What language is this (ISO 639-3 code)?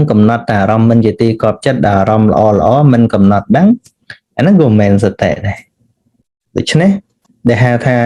khm